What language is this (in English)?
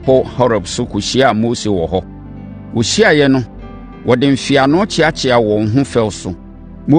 Akan